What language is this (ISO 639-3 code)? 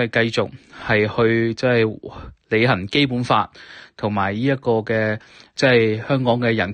yue